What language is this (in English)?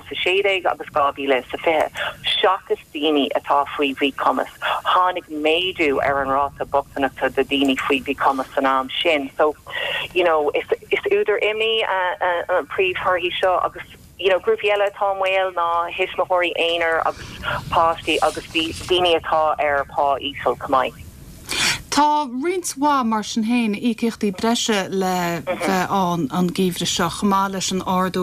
Irish